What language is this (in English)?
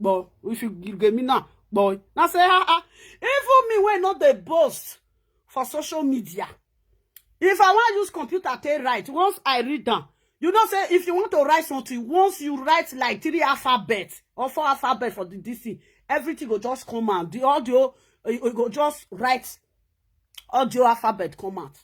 Nigerian Pidgin